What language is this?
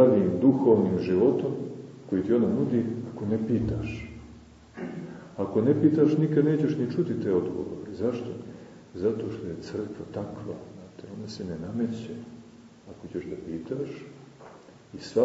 Serbian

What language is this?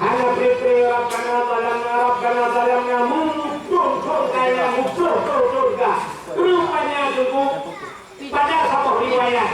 Achinese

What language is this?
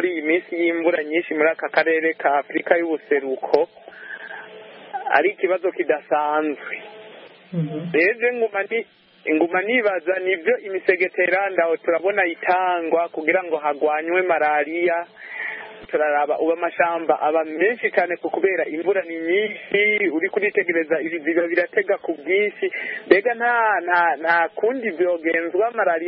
Kinyarwanda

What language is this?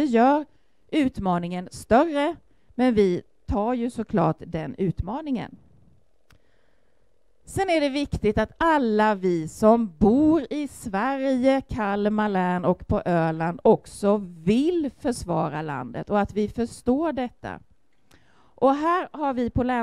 Swedish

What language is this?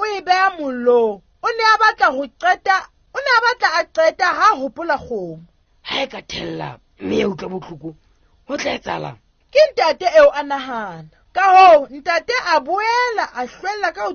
Southern Sotho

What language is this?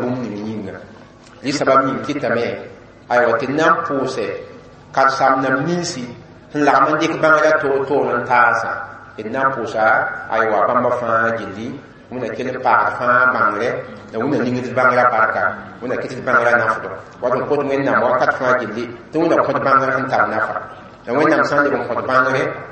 Mossi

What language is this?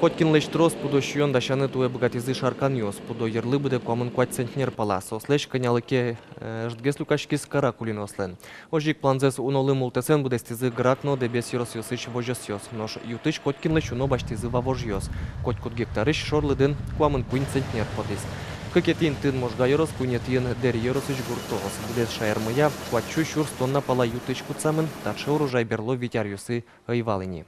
Udmurt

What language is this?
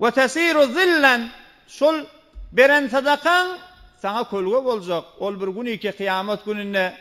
Turkmen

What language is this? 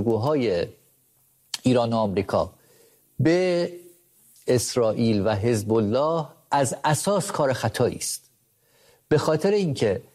Persian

